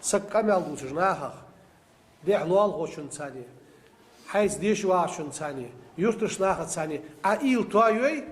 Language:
Ingush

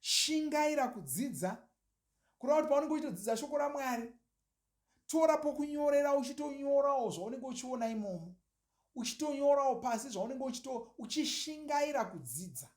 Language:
Shona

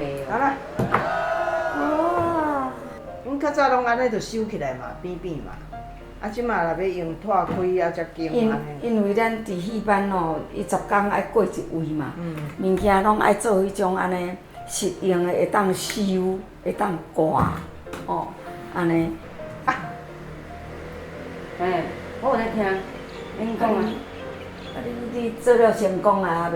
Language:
Min Nan Chinese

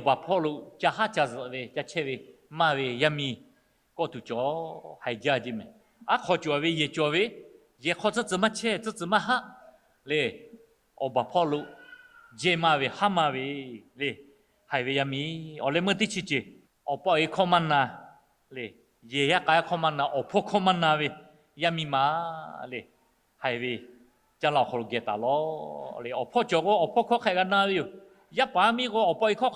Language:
Lahu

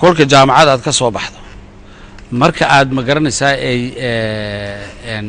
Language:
Somali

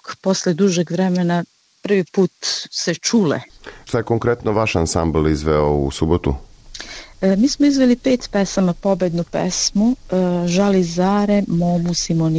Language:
Serbian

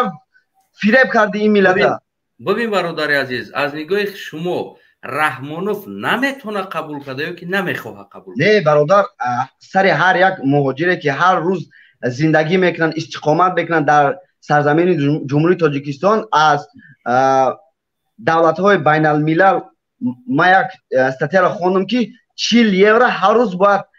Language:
Tajik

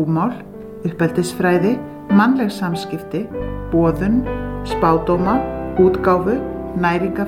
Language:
Icelandic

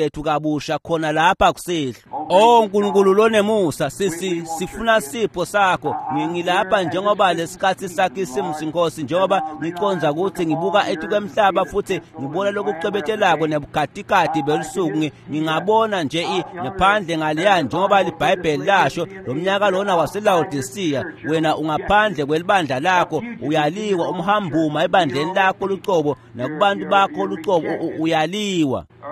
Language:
Swati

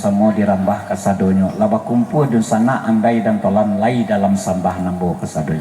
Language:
Minangkabau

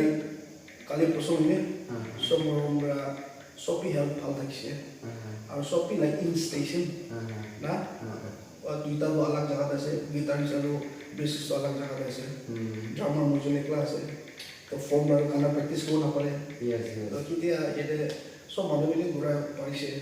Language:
Naga Pidgin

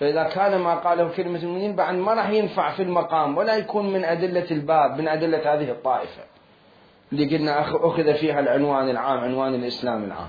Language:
Mesopotamian Arabic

